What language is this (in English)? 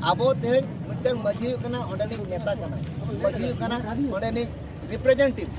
Santali